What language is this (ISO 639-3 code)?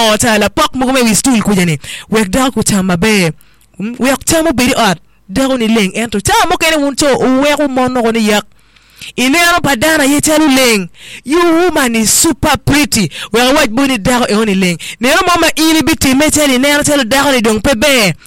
ach